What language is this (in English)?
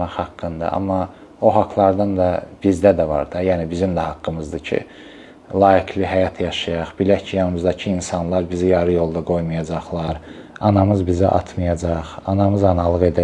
Azerbaijani